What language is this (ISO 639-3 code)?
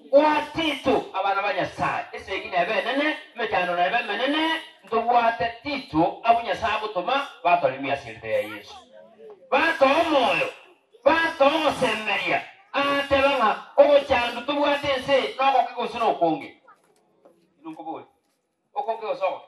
guz